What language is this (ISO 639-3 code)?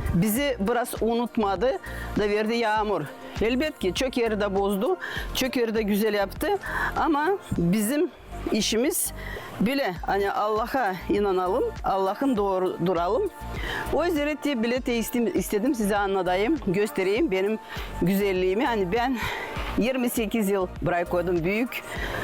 gag